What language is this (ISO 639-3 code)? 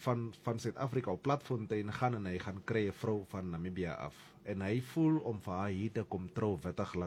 afr